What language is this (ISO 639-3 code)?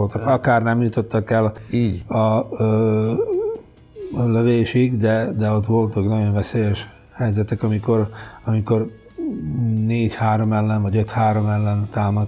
hun